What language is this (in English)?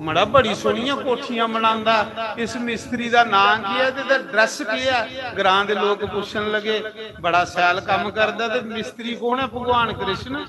Dogri